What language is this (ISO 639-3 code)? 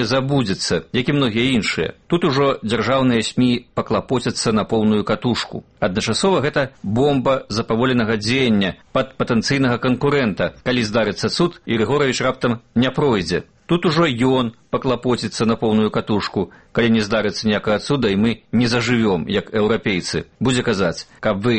bel